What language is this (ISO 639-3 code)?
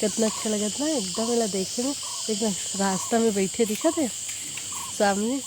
hne